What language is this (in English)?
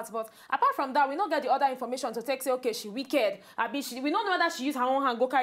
Nigerian Pidgin